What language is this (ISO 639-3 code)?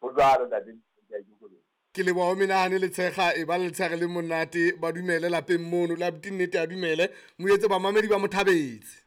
sot